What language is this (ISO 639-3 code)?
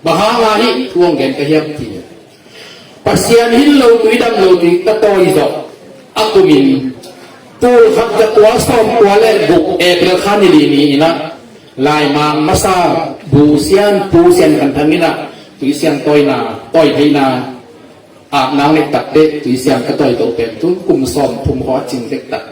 ctd